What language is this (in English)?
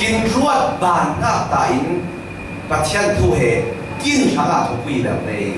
Falam Chin